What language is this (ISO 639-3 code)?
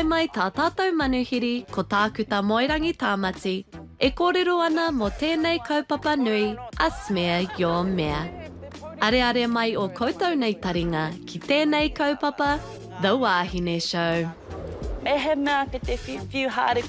mri